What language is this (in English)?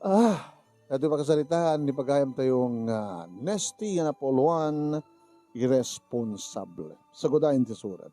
Iloko